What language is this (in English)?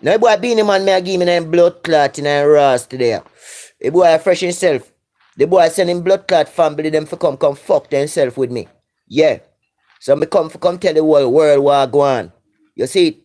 Jamaican Creole English